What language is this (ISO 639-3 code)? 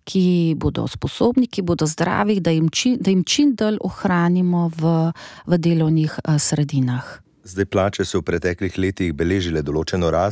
slv